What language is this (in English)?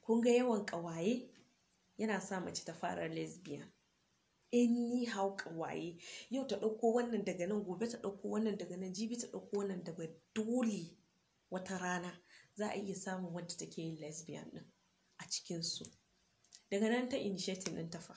Hausa